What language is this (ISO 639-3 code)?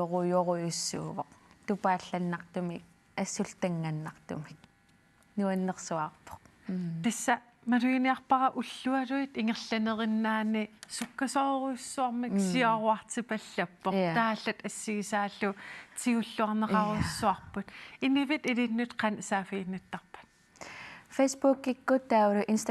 kal